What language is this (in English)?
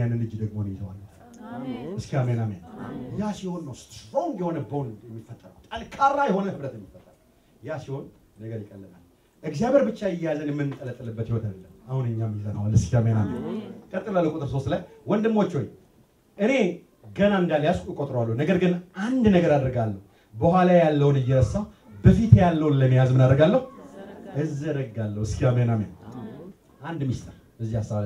Amharic